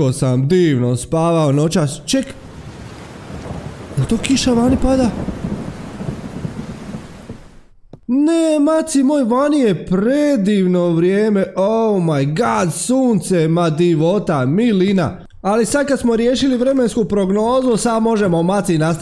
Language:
Croatian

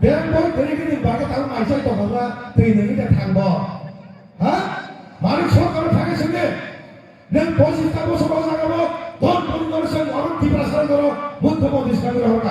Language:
Kok Borok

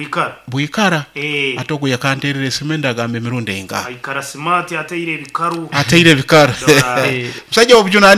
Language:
Nyoro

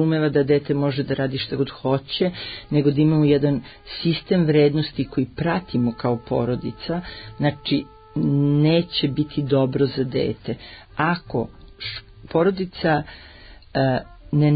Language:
Serbian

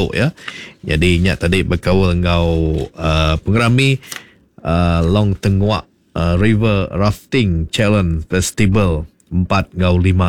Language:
Iban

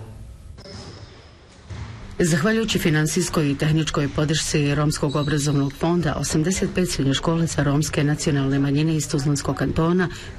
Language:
Bosnian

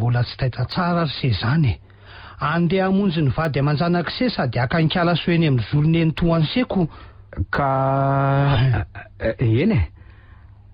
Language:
Malagasy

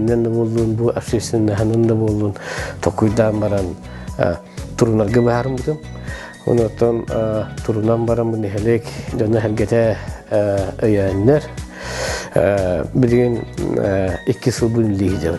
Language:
Yakut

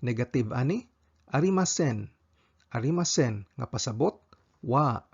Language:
Cebuano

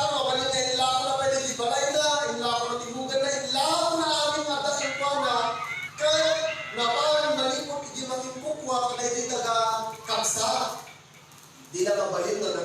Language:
Iloko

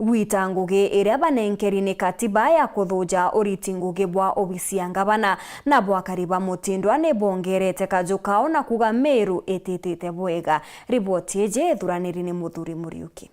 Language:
Meru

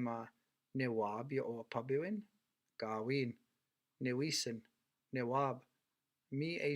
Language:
Chippewa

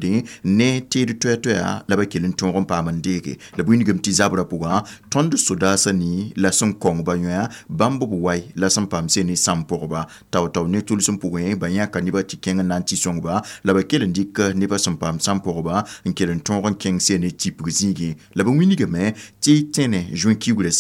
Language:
Mossi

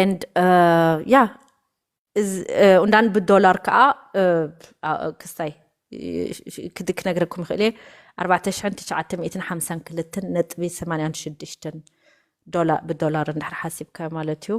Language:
Tigrinya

